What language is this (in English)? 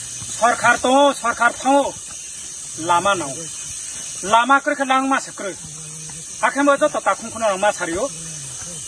Riang (India)